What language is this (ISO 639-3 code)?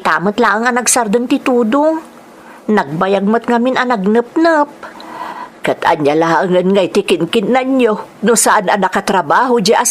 ilo